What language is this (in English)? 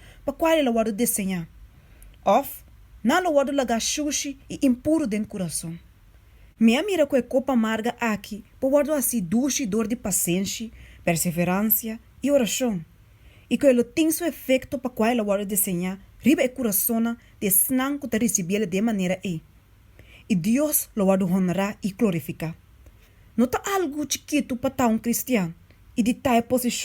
Papiamento